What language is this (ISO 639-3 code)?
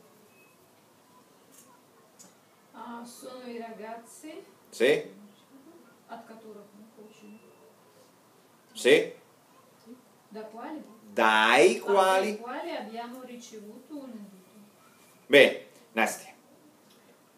ita